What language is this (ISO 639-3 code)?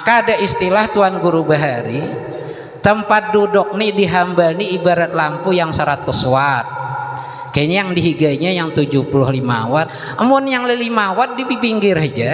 bjn